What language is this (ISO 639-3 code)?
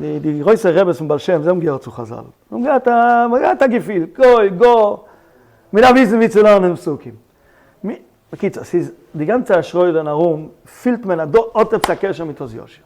yid